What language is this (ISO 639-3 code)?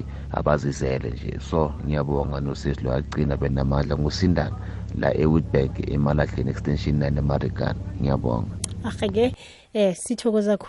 nbl